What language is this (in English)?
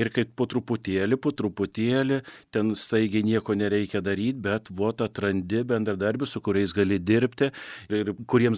Lithuanian